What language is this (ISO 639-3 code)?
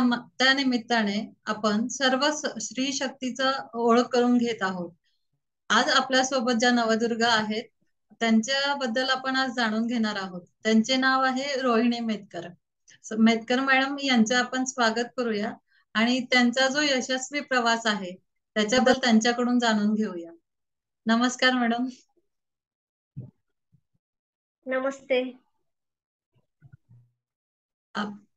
mar